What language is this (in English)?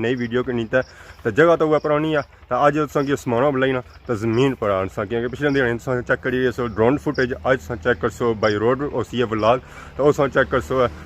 Pahari-Potwari